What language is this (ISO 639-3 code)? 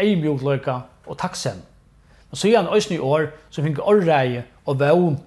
fao